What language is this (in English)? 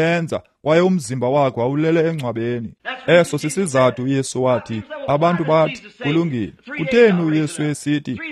Xhosa